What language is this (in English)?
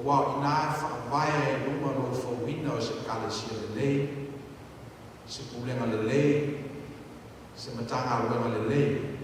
Samoan